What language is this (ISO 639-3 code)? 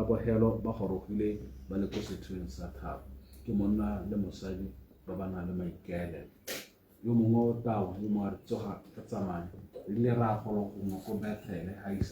tsn